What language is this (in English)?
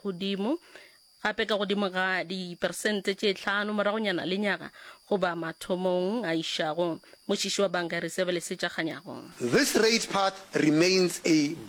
Northern Sotho